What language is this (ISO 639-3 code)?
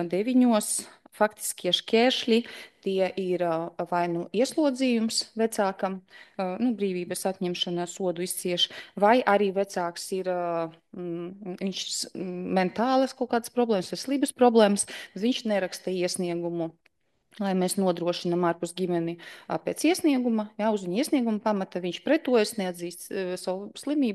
lav